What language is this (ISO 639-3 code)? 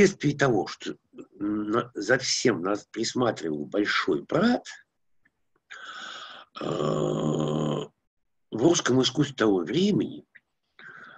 rus